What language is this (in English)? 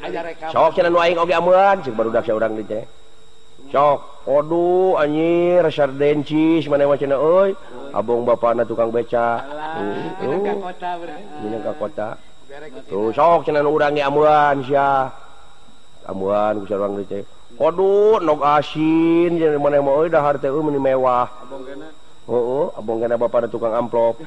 Sundanese